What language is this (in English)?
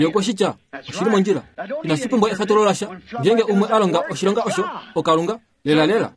Kuanyama